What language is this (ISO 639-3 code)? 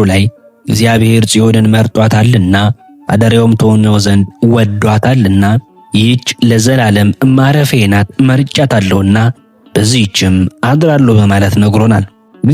amh